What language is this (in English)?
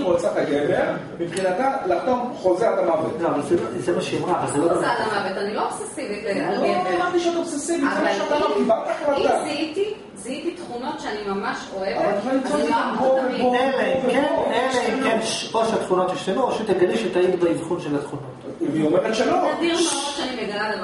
Hebrew